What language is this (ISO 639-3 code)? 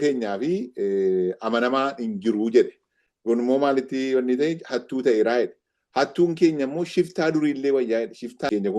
orm